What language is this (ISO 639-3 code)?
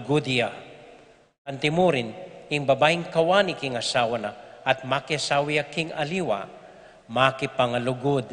pam